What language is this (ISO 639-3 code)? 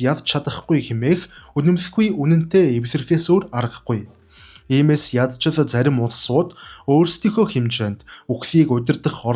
mon